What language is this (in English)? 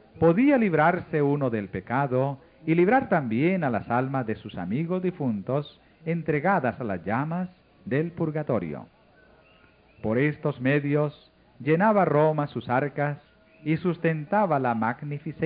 Spanish